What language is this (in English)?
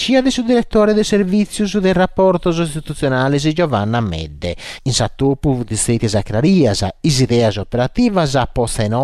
Sardinian